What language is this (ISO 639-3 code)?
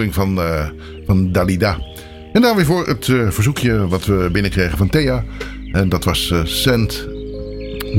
nld